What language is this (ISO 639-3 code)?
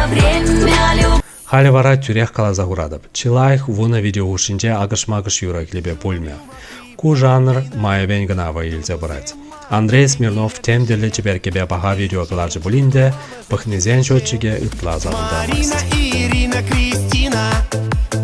chv